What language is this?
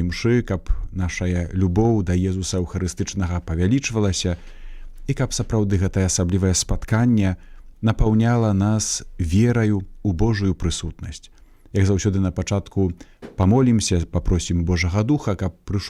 Belarusian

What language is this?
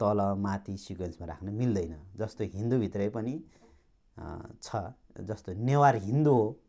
Nepali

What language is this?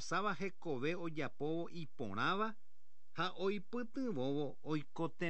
Guarani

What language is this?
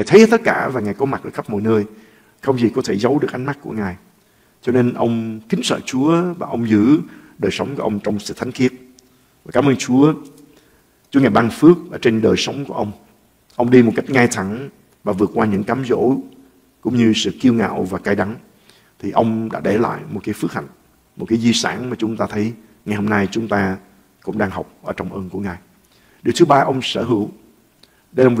Vietnamese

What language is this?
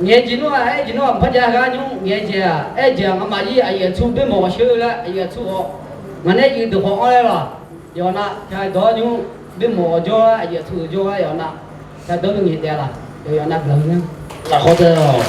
Akha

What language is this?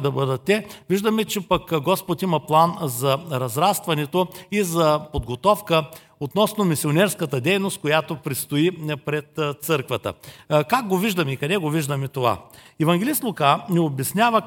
Bulgarian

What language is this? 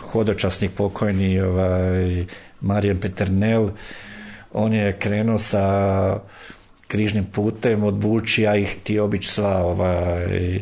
Croatian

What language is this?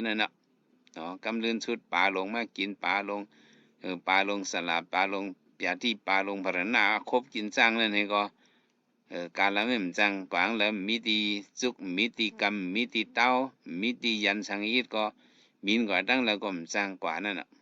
Shan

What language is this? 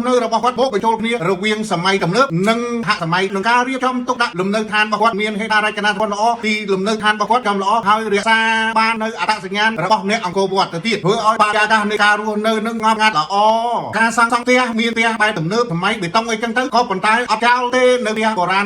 Khmer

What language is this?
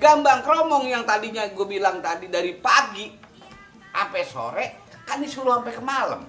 Betawi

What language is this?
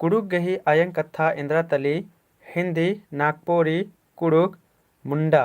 Kurukh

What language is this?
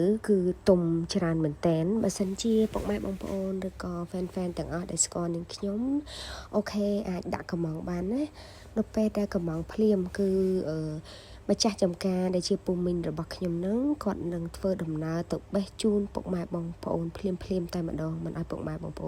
Khmer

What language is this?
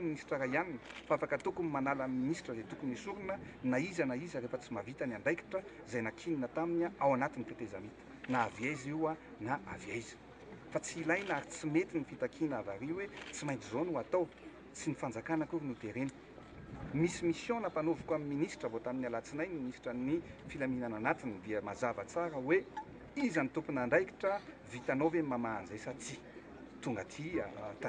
Malagasy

